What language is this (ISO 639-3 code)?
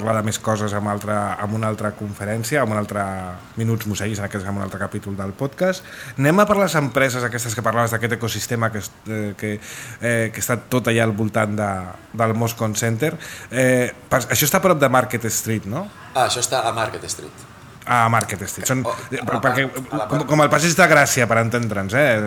cat